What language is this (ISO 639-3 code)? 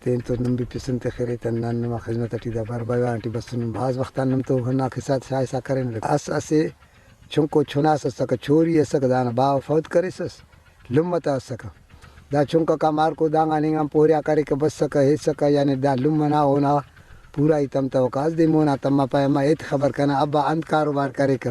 brh